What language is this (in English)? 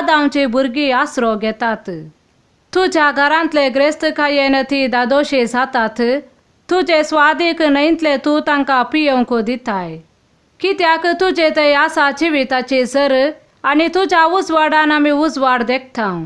Konkani